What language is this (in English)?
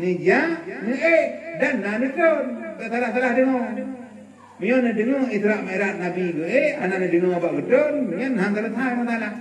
Achinese